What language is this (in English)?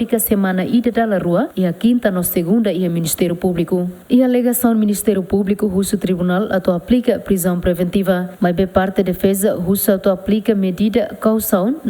Tetum